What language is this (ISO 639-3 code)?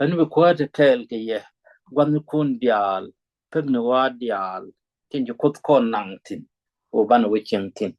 nus